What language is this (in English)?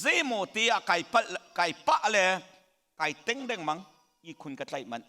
Hakha Chin